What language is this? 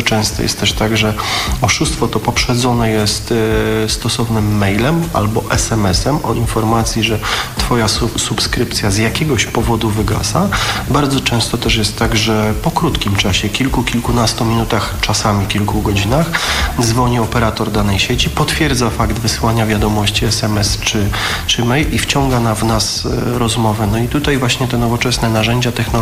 Polish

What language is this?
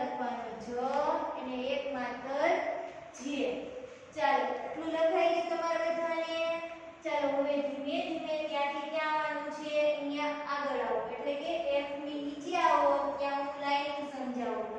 Gujarati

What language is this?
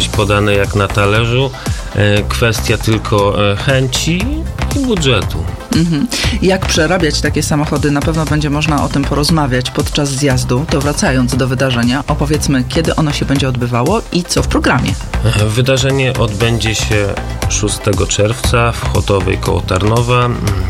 Polish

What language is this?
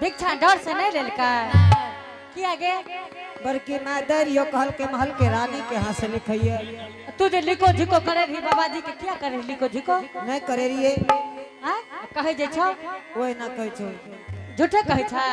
Angika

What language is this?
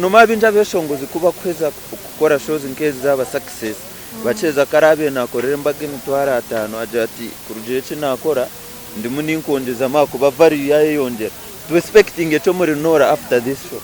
Nyankole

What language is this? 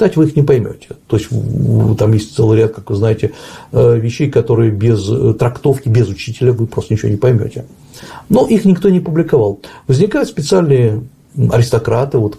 Russian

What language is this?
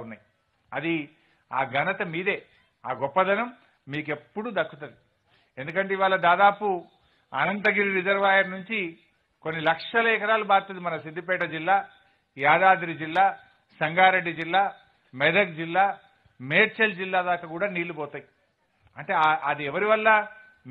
Telugu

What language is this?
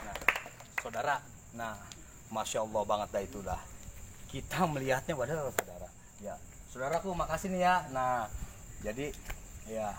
Betawi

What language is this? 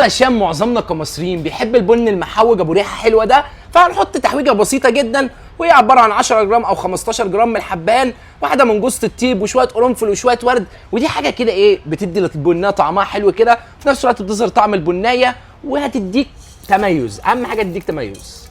Egyptian Arabic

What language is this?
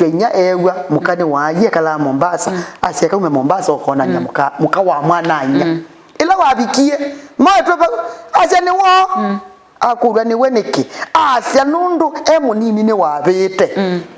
Kamba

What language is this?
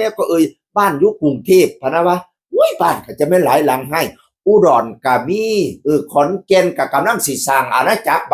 Northeastern Thai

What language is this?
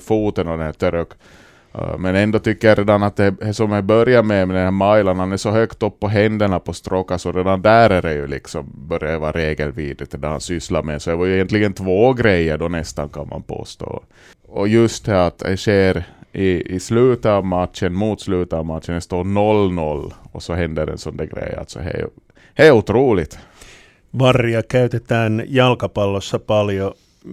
Swedish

